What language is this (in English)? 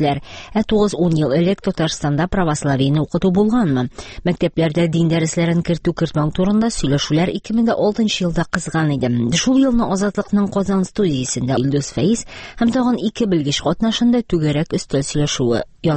Tatar